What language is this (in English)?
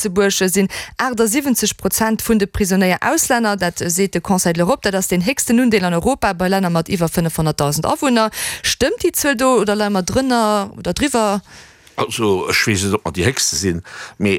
Luxembourgish